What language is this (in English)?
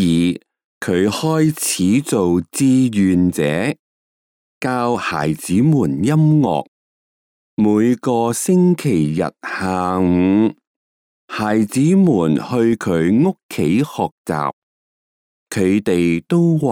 Cantonese